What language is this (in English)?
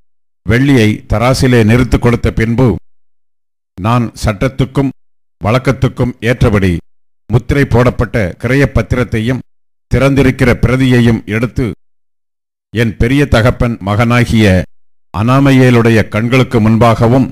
Tamil